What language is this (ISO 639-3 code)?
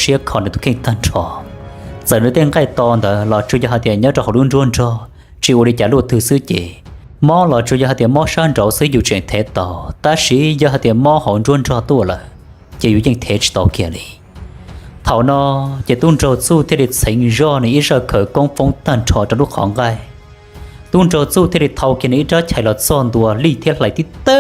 hmn